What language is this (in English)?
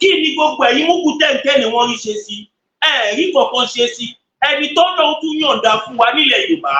Yoruba